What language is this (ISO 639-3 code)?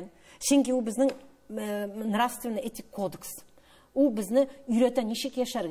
tat